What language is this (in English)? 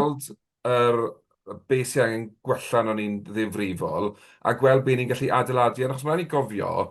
Welsh